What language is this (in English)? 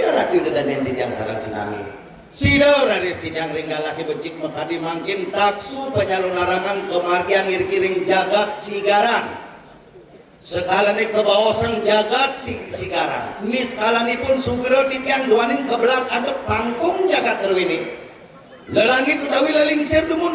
Balinese